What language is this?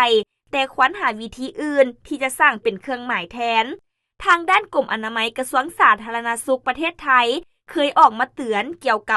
Lao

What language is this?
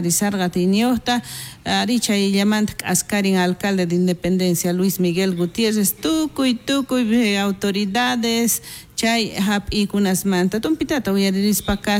South Bolivian Quechua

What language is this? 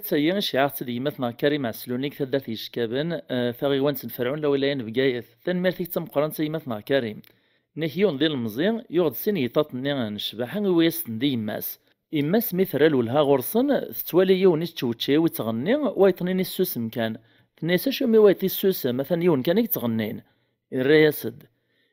Kabyle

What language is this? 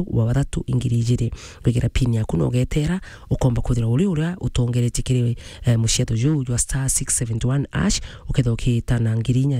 Meru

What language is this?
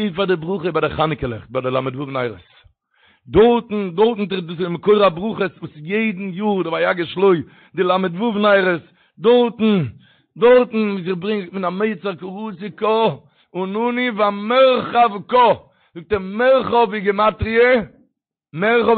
Yiddish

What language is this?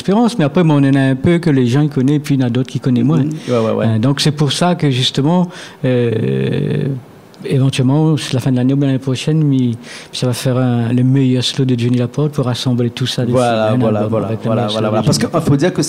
Réunion Creole French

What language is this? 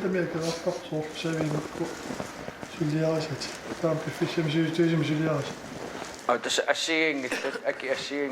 Kalaallisut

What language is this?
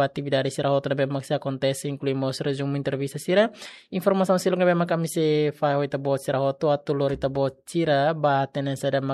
Tetum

